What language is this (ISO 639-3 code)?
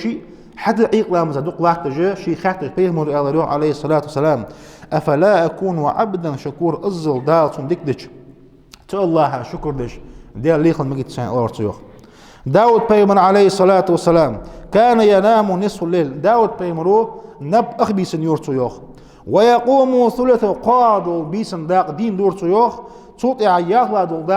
inh